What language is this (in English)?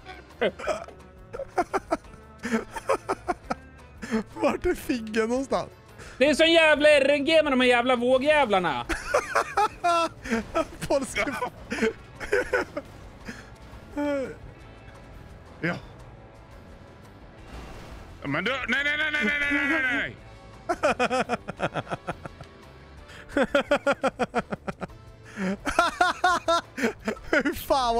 Swedish